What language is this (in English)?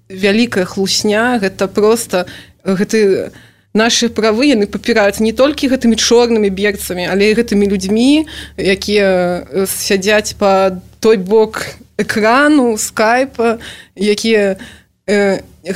Belarusian